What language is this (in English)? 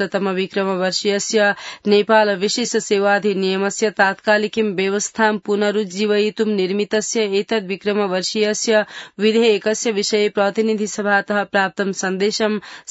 Sanskrit